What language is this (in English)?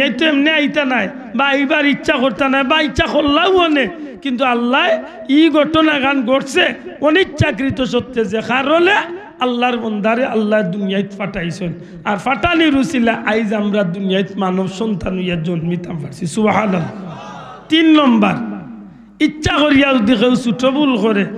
Sylheti